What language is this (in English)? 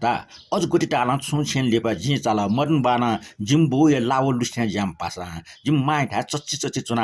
Newari